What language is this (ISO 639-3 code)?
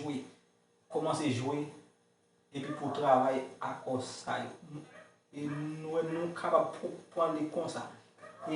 hat